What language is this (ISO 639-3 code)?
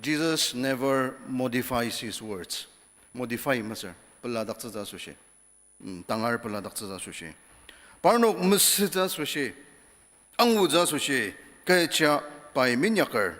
njo